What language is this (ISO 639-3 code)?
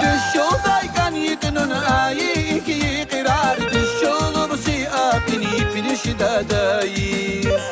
tab